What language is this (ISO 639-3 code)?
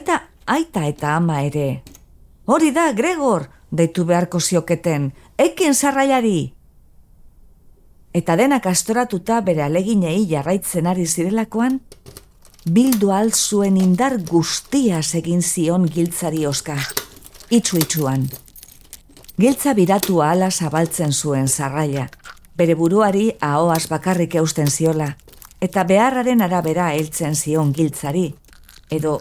eus